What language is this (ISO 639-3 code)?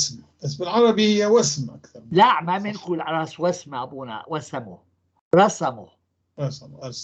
apc